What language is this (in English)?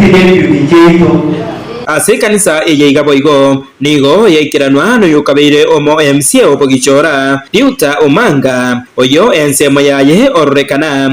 Gusii